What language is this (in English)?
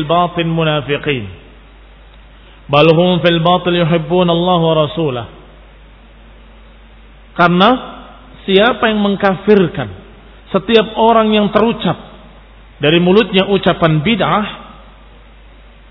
Indonesian